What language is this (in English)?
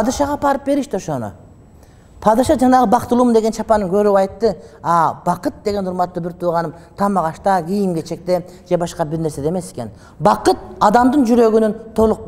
Kyrgyz